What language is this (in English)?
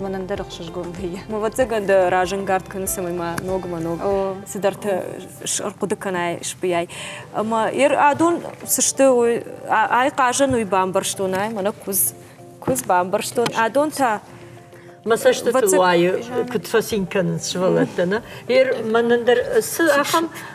Ossetic